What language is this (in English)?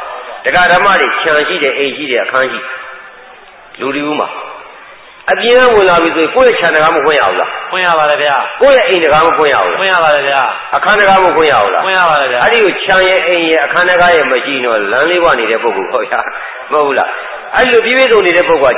Burmese